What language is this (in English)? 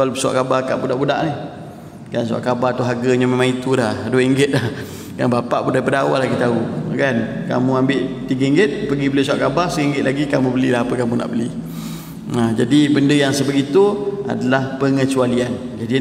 Malay